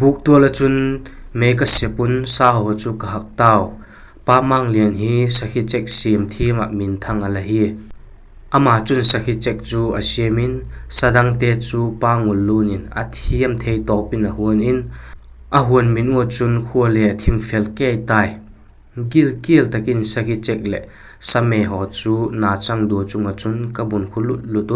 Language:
Vaiphei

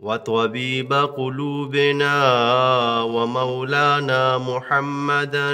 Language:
Eastern Balochi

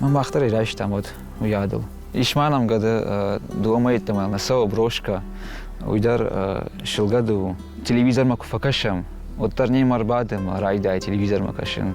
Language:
Ossetic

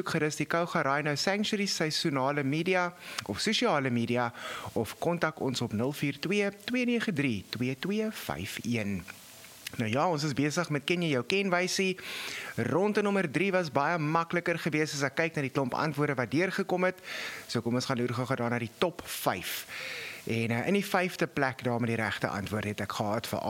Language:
Afrikaans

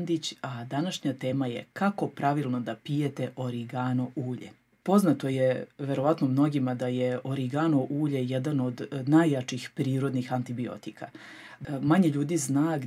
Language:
Serbian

